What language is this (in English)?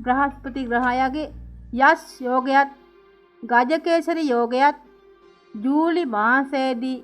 Sinhala